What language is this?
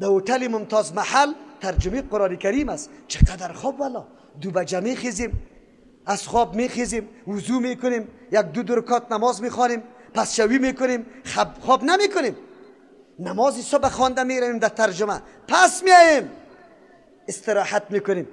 Persian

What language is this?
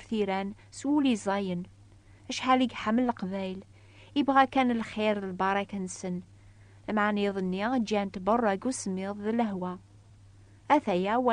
Kabyle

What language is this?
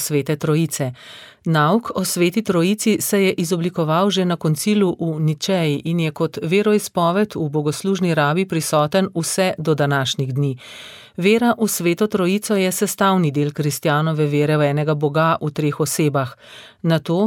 Slovenian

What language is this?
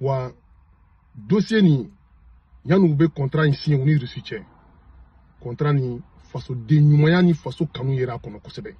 Bambara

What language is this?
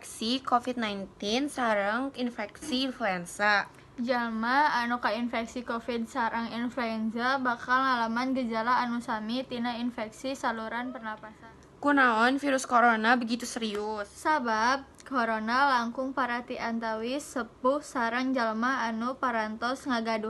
Sundanese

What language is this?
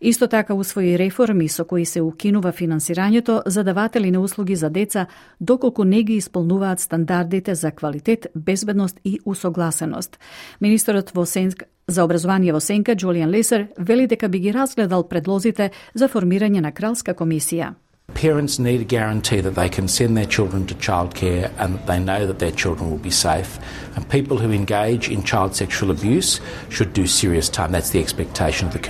Macedonian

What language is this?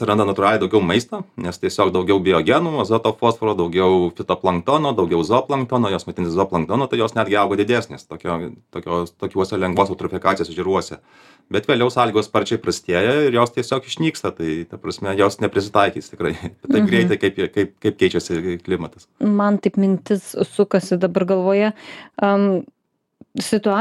Lithuanian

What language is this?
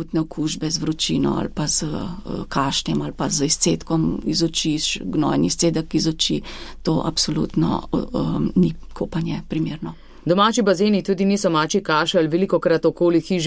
Slovenian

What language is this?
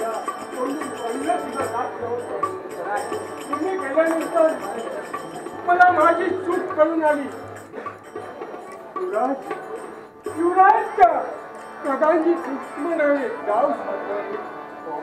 Marathi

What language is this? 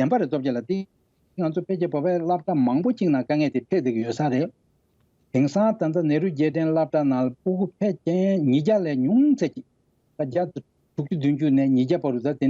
Tibetan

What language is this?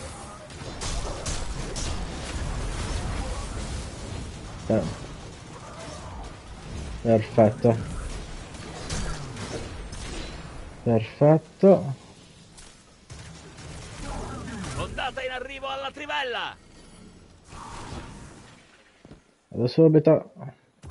Italian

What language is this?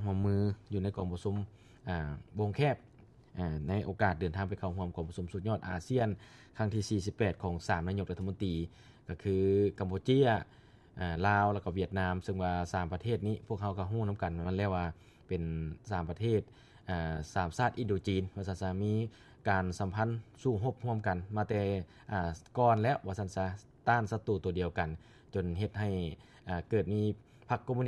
Lao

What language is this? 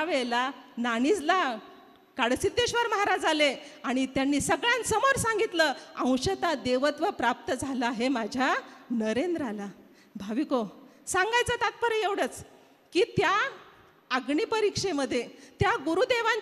Marathi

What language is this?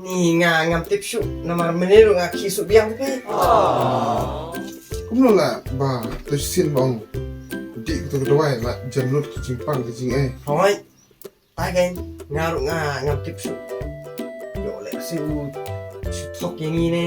Khasi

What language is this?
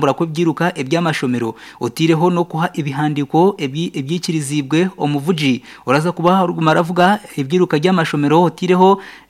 Nyankole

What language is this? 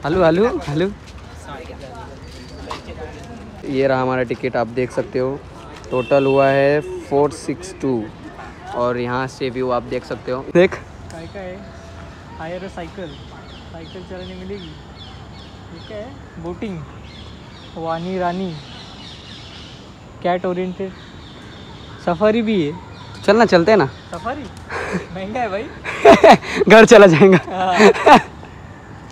Hindi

